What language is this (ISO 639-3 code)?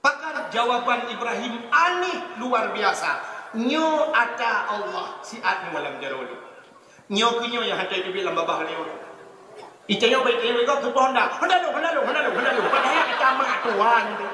ace